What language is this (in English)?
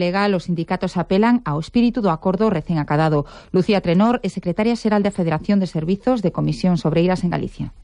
Galician